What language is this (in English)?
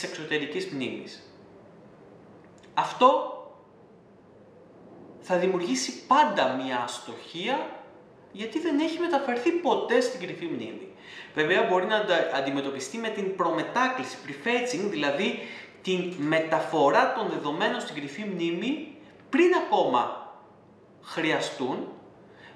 Greek